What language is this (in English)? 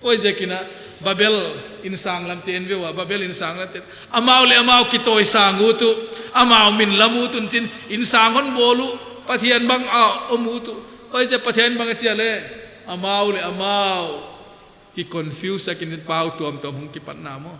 Paite Chin